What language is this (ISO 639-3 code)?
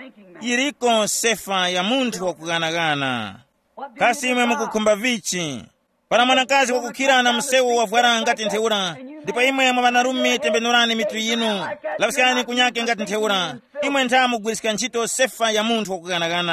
tum